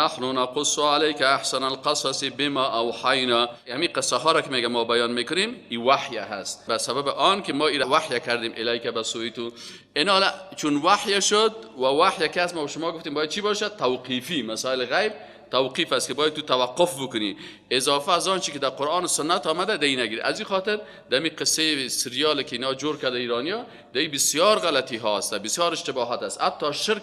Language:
Persian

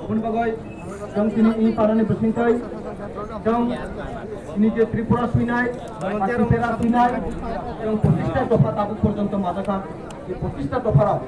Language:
Kok Borok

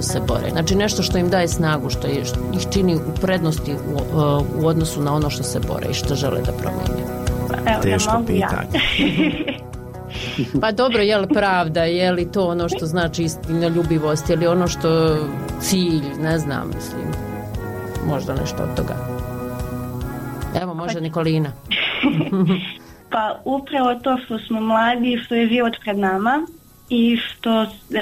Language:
Bosnian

